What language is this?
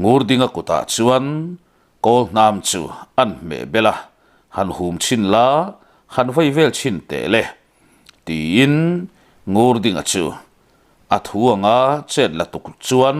Mizo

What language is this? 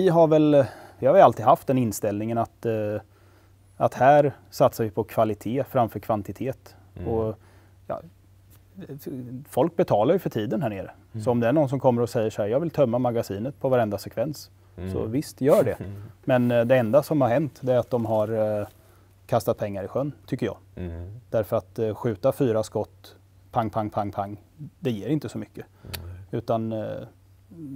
Swedish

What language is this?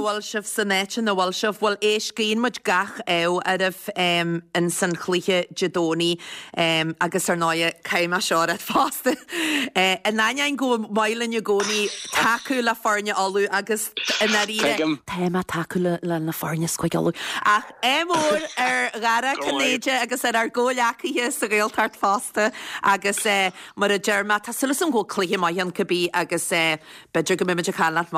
Irish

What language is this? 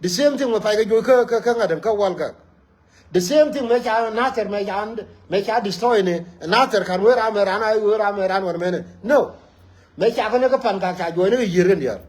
Nuer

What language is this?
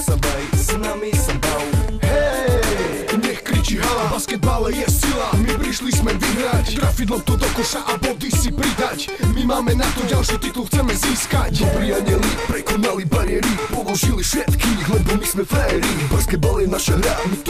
Slovak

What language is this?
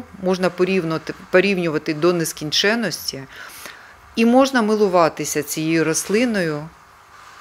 Ukrainian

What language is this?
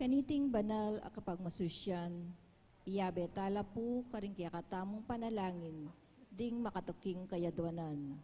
Pampanga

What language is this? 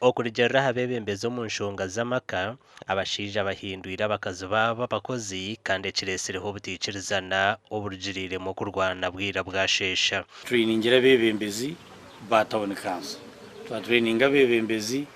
Nyankole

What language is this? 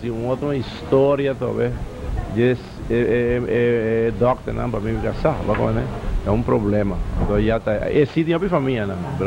Papiamento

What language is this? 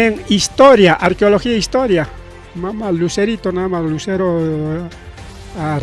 Ayacucho Quechua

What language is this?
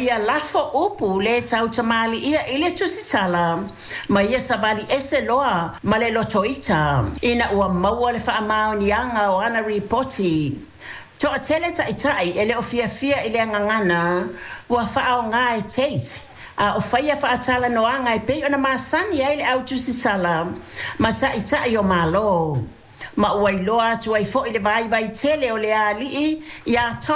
Samoan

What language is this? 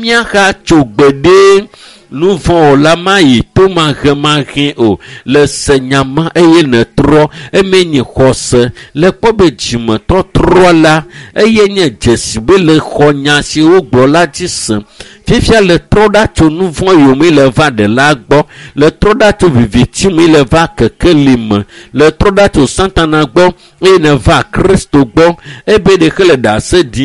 Ewe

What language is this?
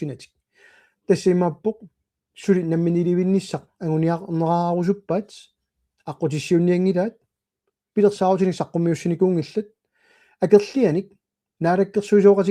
Kalaallisut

